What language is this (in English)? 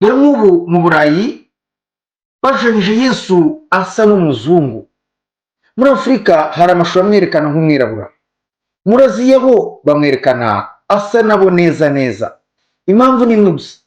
Kinyarwanda